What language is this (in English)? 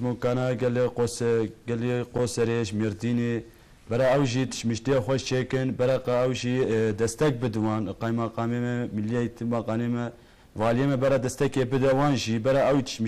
Kurdish